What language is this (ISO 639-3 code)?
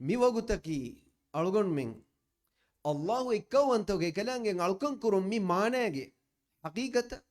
div